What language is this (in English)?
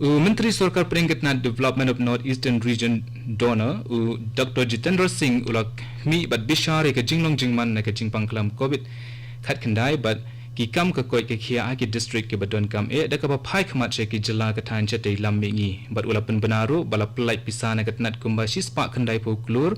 Khasi